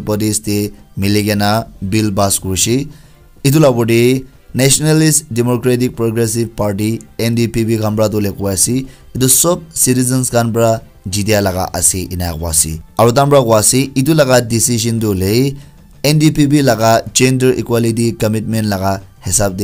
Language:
Naga Pidgin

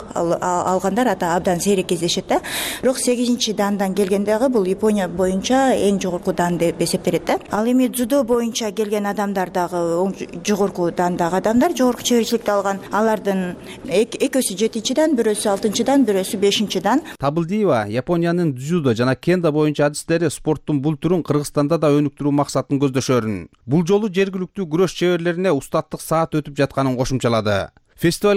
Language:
Kyrgyz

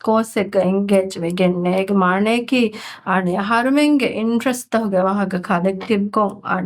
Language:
Divehi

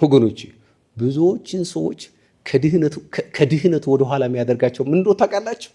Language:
Amharic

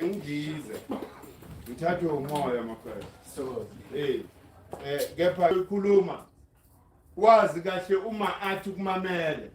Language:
Zulu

